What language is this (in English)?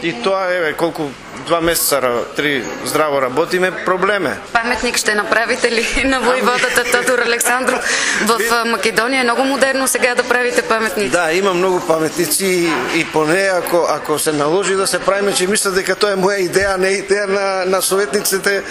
Macedonian